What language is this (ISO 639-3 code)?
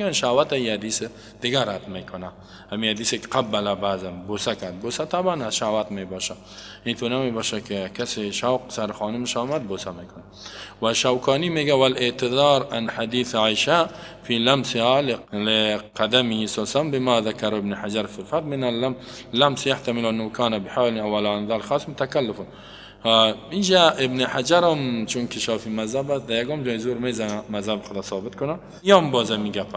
fas